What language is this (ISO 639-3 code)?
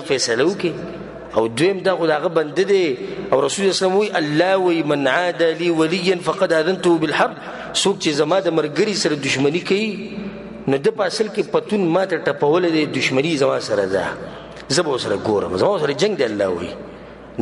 pus